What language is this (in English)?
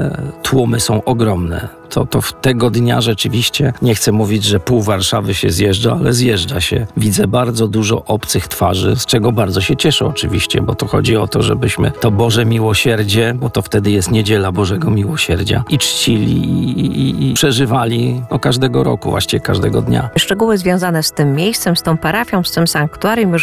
Polish